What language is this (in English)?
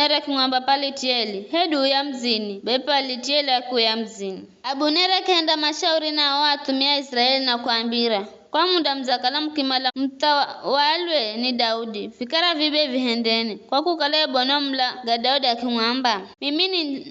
Giryama